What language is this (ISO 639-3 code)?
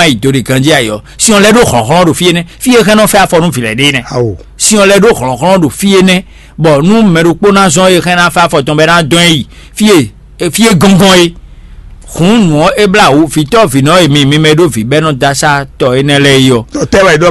fon